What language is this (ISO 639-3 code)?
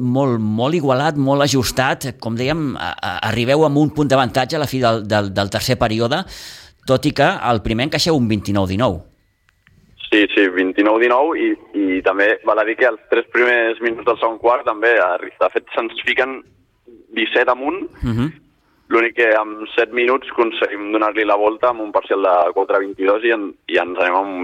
cat